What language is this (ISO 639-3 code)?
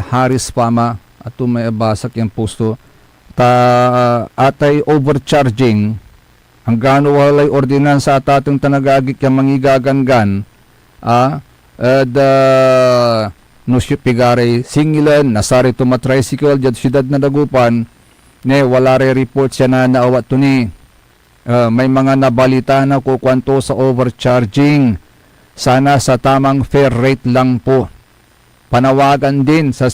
pag